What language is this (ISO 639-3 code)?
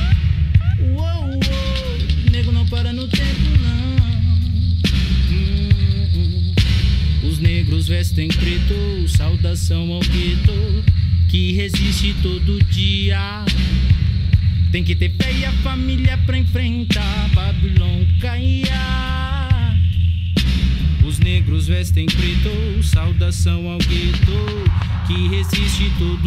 por